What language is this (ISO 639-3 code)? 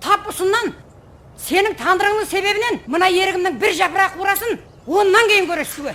kaa